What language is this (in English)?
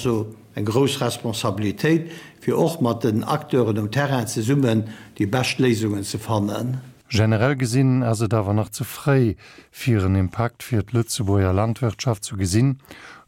Luxembourgish